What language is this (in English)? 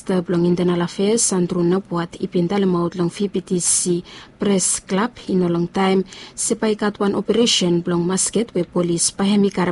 Bislama